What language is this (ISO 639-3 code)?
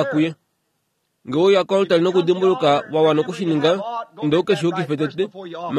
kua